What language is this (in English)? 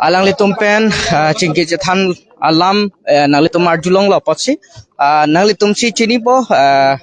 Karbi